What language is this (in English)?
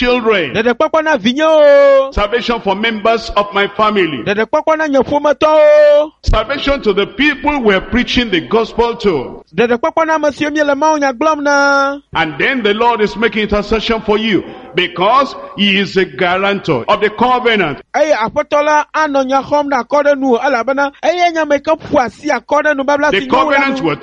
Ewe